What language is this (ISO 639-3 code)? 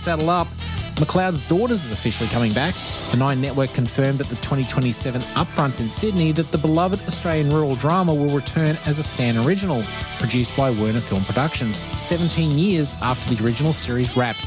eng